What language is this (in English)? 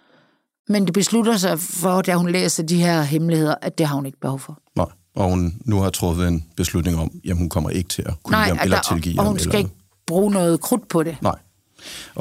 Danish